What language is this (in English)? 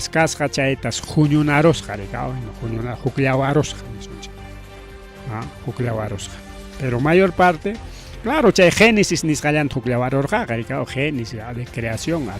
Ayacucho Quechua